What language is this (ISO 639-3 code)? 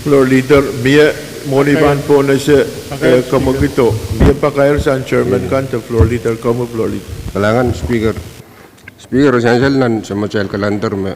pon